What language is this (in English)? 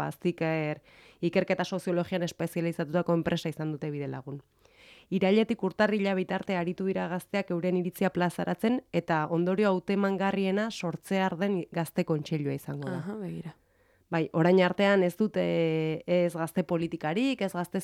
Basque